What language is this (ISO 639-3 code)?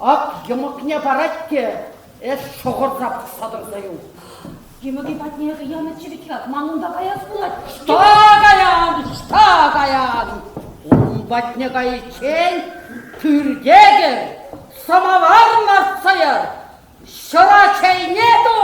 chv